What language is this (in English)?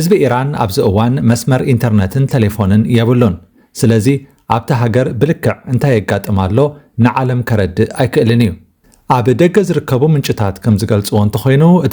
Tigrinya